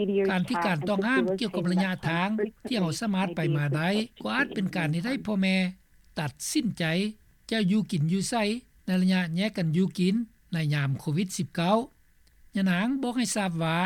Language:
Lao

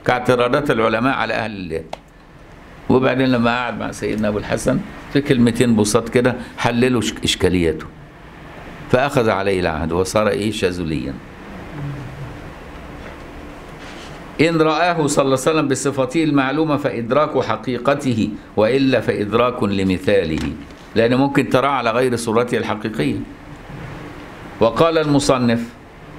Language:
Egyptian Arabic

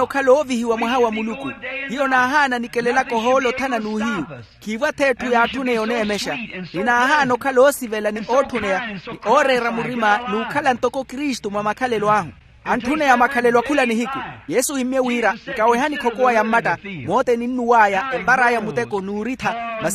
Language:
Makhuwa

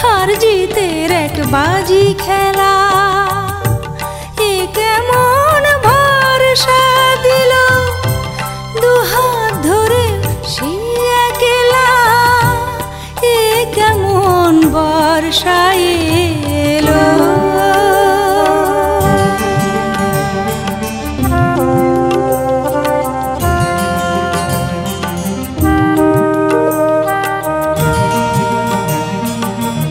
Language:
Bangla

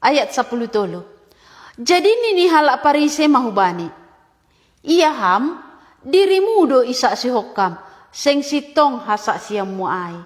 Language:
Batak Simalungun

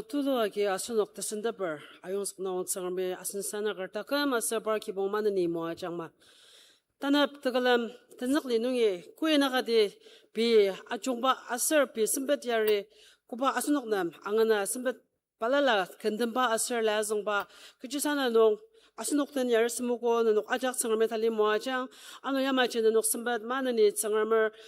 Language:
Ao Naga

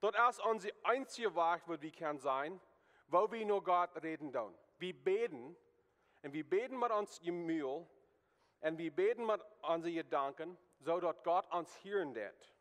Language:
Plautdietsch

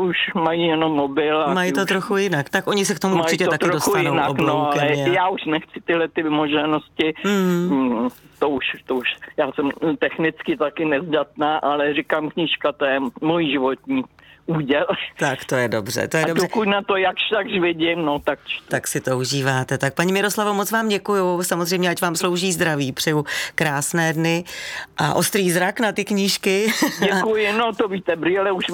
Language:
Czech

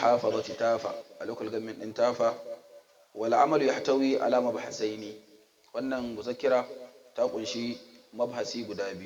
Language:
Hausa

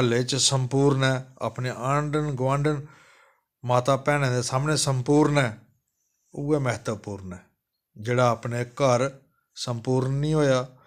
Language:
Dogri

